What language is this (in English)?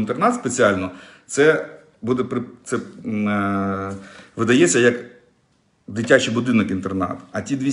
Ukrainian